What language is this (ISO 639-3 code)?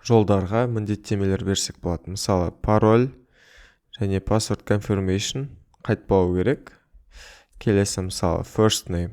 kaz